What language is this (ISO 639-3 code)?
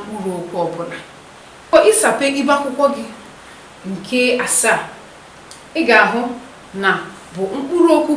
ibo